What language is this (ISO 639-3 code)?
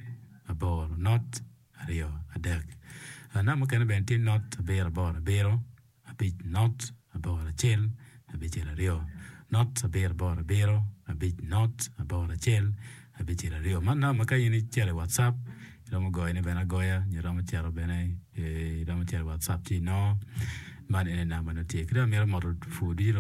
ach